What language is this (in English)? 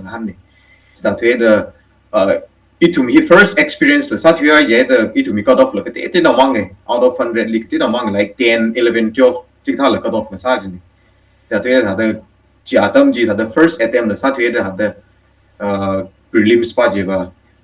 Tangkhul Naga (India)